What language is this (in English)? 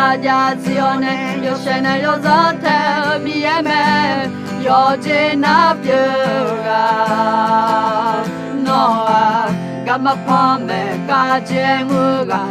Akha